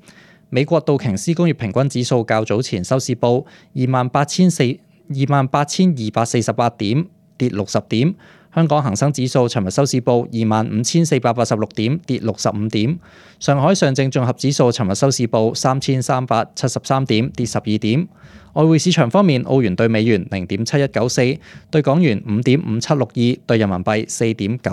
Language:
Cantonese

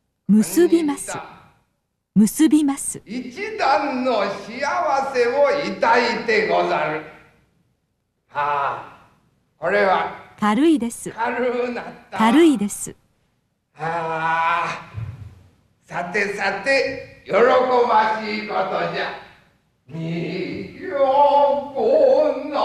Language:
Japanese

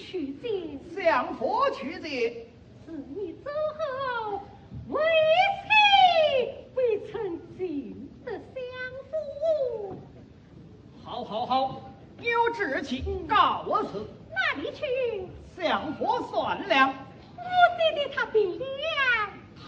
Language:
Chinese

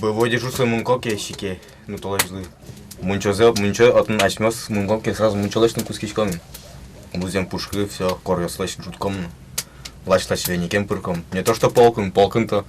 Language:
Udmurt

